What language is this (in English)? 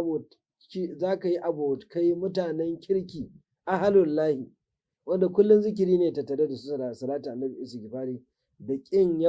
Hausa